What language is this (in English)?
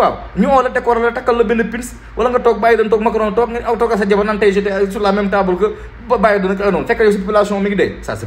Wolof